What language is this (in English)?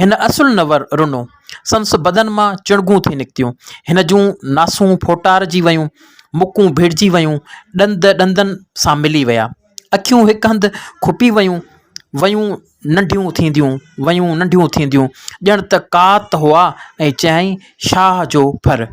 Sindhi